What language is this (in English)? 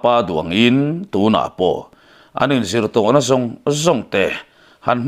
Mizo